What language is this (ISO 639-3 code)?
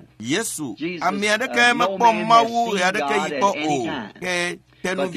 ewe